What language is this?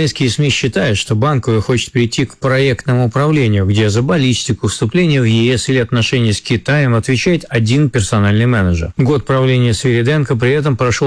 Russian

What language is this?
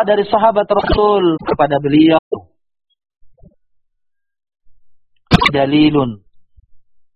Indonesian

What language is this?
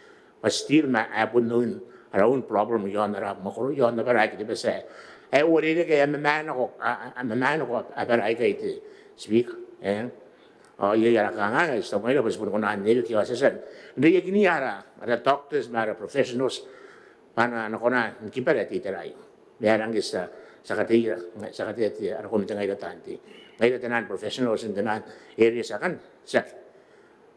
Gilbertese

